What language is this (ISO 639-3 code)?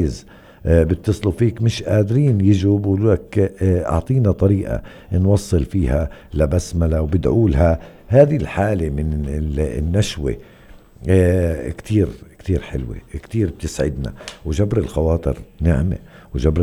apc